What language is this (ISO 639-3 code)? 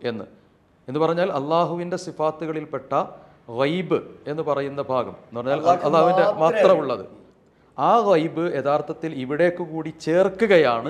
mal